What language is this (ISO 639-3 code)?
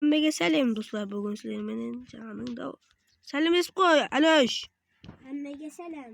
kaa